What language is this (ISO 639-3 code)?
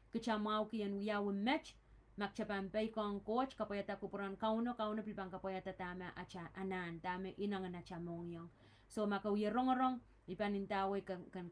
pon